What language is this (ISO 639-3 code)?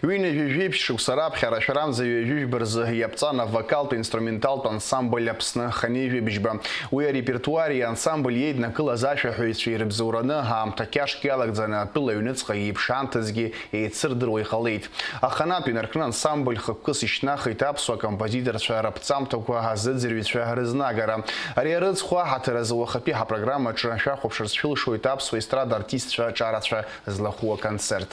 abk